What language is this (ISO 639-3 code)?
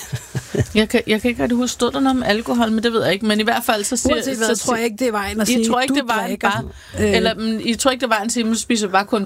dan